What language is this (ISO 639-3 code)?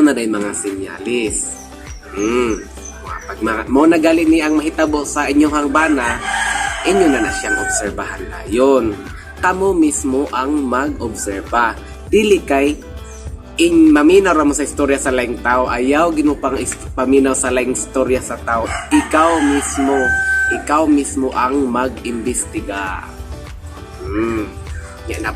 ceb